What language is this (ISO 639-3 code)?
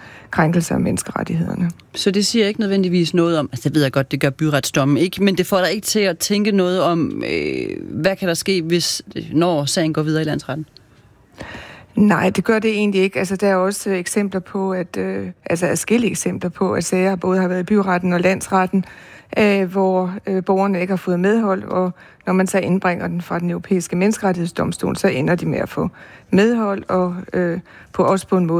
dan